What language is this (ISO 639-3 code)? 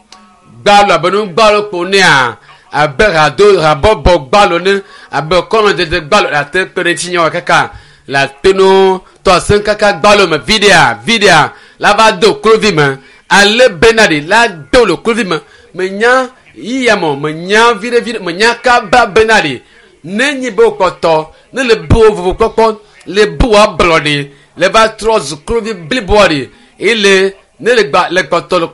ewe